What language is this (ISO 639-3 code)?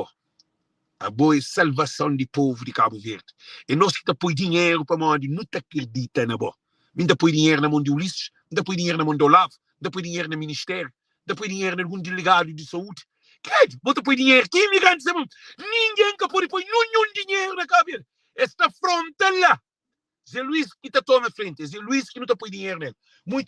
kea